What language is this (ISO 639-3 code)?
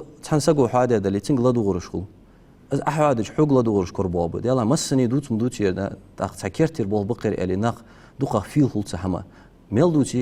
inh